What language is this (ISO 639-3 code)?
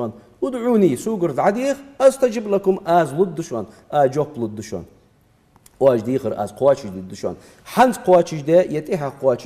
inh